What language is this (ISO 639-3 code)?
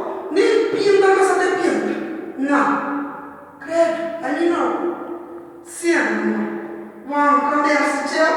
kea